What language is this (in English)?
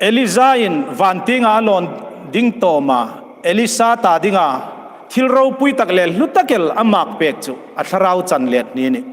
Hmar